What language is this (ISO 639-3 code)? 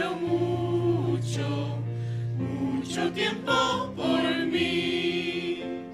quh